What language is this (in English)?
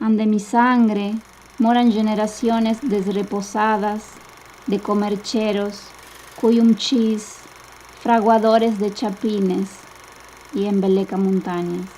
Ladino